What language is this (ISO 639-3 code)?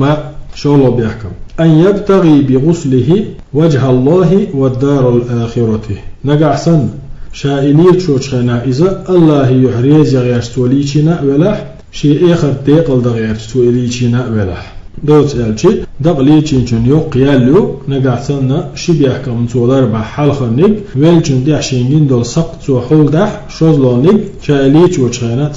che